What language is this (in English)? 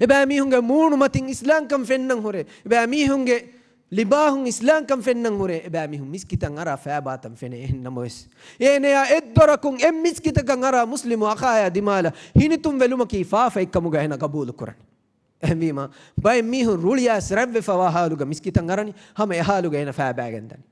Divehi